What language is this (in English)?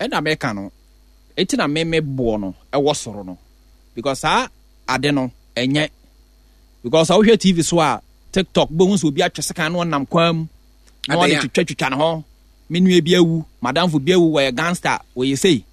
Akan